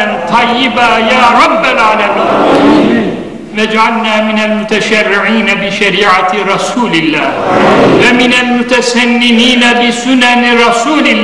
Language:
Turkish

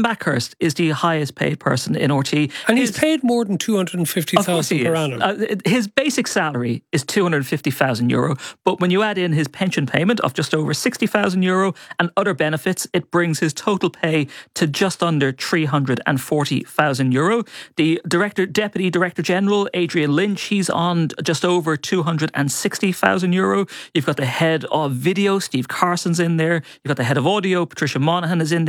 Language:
English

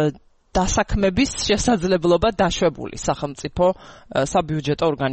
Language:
Georgian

